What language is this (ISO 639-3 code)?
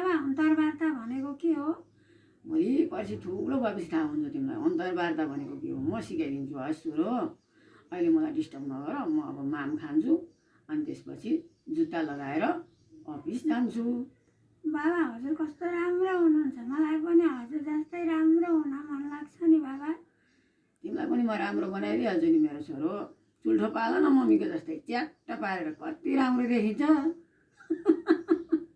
nep